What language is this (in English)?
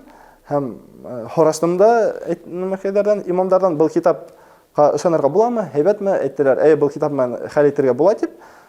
Bashkir